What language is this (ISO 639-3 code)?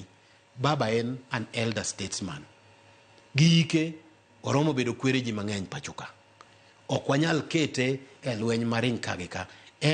luo